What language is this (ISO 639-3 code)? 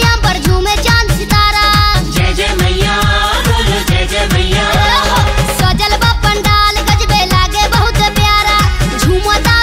bho